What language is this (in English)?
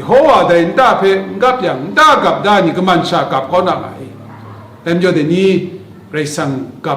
Kachin